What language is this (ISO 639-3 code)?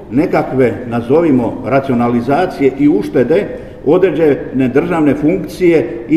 hrv